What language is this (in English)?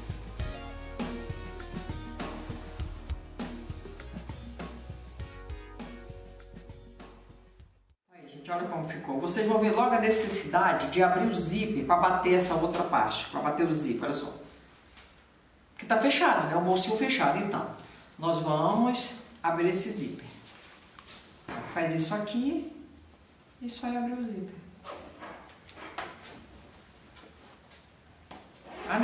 Portuguese